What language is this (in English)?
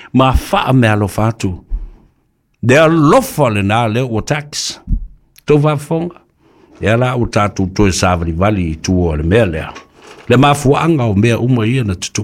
Samoan